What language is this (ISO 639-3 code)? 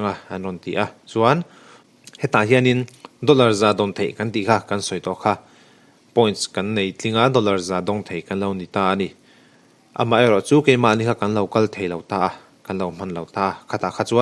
lus